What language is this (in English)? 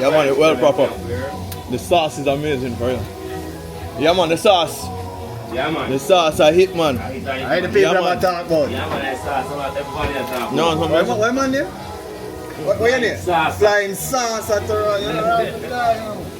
Jamaican Creole English